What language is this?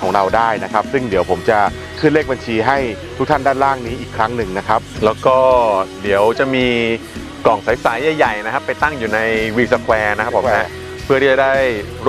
Thai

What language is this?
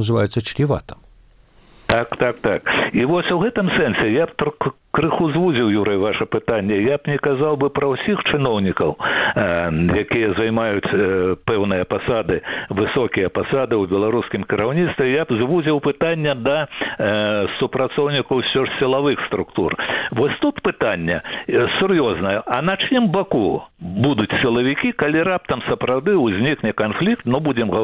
Belarusian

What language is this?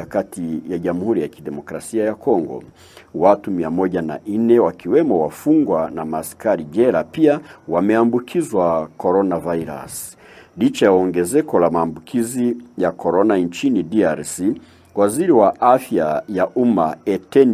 Swahili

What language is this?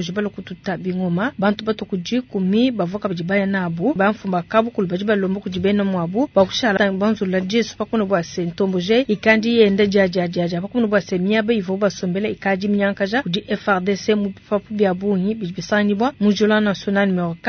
Luba-Lulua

